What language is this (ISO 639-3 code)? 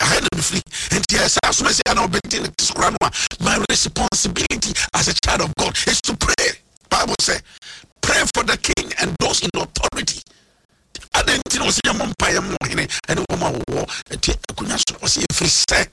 aka